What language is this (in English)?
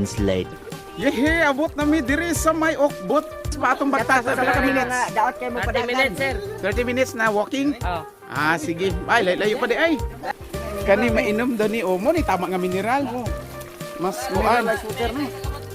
Cebuano